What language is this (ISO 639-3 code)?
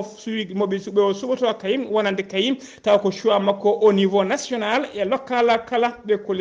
ful